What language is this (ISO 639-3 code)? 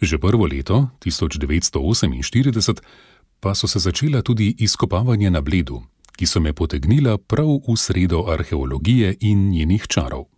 slv